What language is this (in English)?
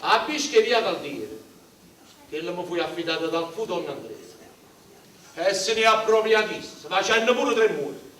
Neapolitan